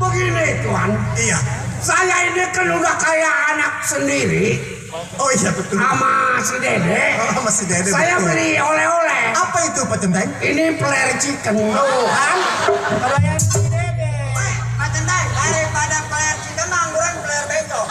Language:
Betawi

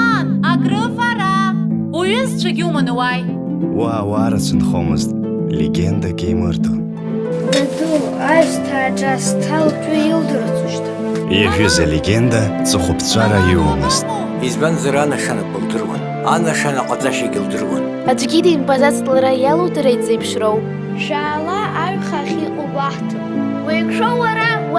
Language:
Abkhazian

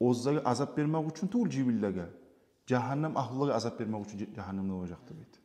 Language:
Kumyk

